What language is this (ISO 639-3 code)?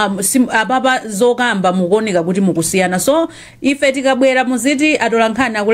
nya